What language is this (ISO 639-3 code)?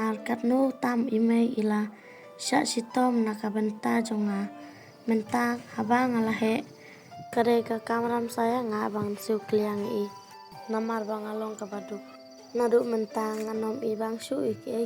kha